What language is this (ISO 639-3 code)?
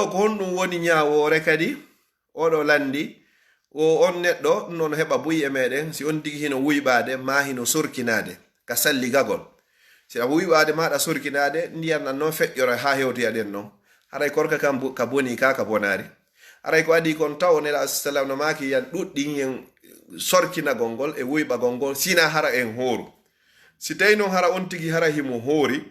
ful